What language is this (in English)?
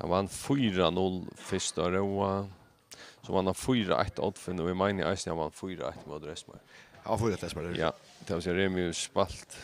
Faroese